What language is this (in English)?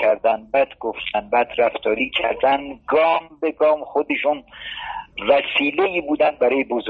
Persian